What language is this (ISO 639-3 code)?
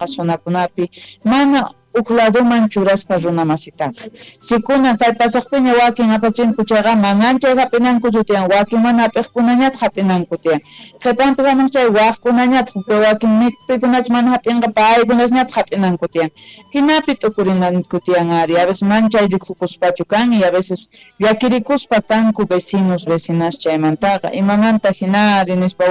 que